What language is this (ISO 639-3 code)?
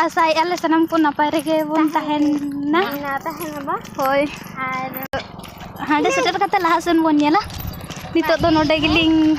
sat